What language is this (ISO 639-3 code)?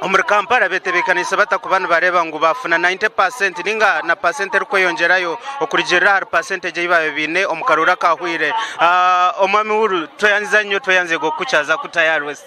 nyn